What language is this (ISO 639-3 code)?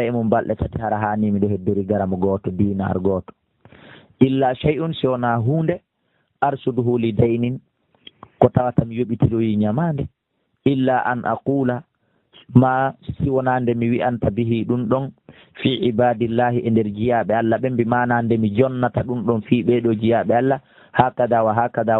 ful